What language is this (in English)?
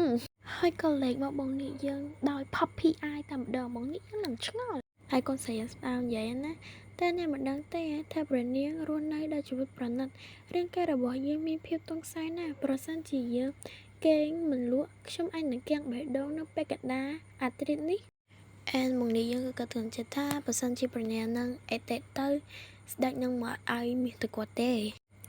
Khmer